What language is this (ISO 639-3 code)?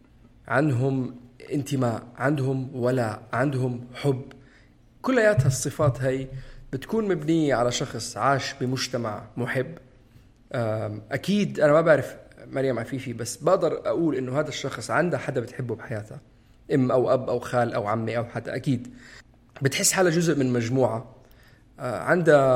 apc